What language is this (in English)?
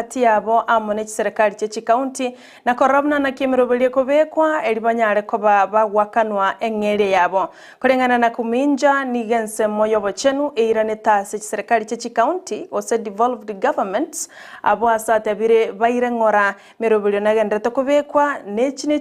Gusii